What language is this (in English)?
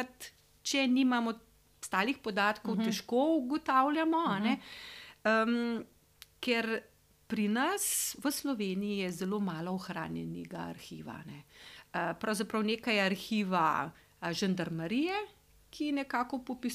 Slovenian